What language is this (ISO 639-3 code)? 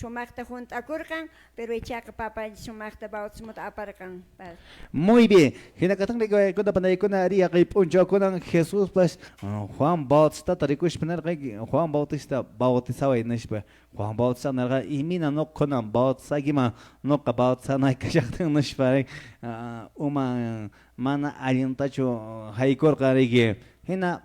que